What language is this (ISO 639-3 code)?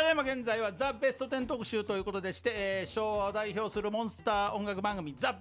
jpn